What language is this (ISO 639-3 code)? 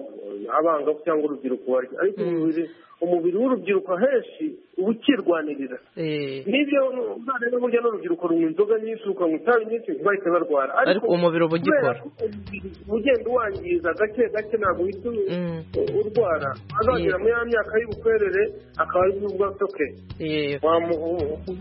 kin